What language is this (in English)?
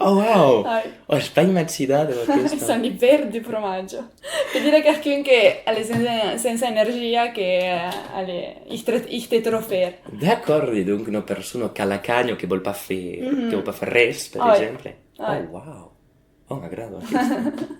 Occitan